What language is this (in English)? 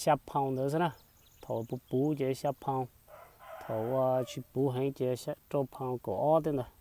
Hmong